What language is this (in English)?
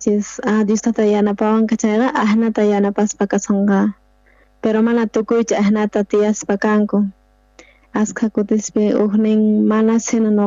South Bolivian Quechua